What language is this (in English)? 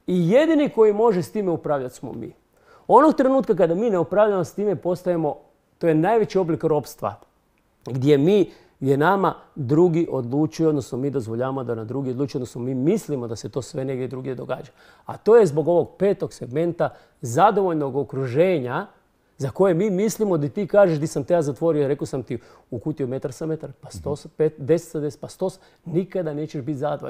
Croatian